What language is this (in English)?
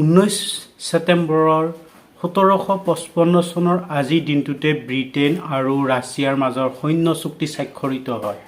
Assamese